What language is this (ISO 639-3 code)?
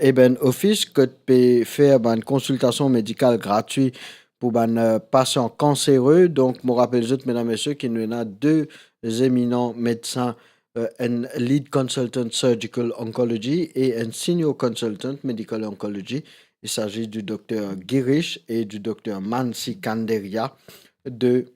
mfe